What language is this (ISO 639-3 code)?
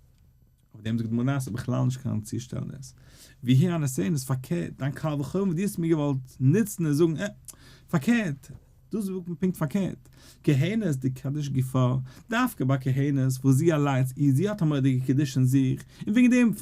yid